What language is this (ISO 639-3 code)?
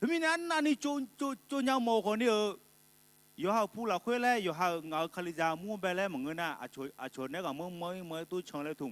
ahk